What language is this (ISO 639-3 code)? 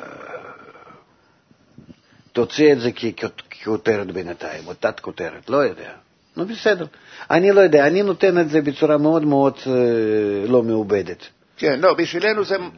heb